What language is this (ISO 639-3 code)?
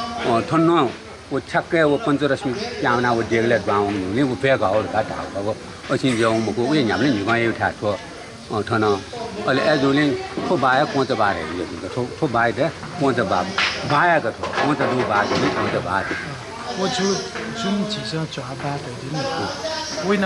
new